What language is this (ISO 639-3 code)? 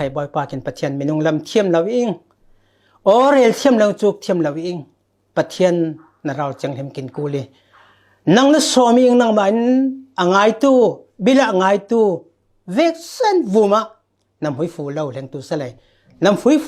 cfm